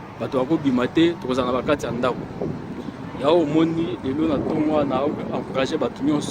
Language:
Lingala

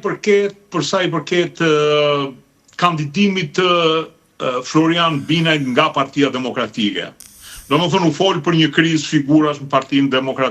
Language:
Albanian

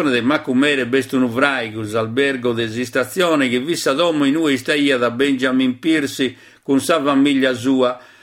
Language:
Sardinian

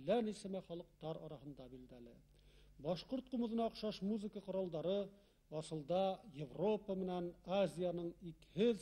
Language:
Bashkir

